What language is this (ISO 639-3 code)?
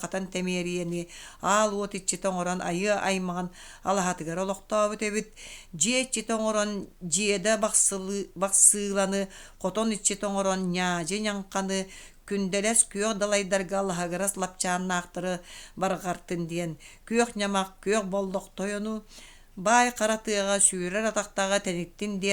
sah